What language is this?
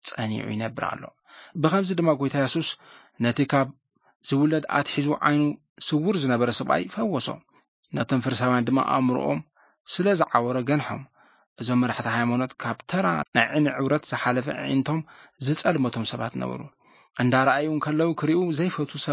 Tigrinya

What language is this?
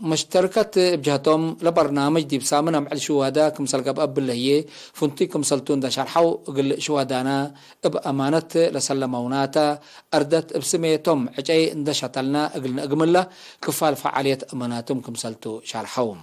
Tigre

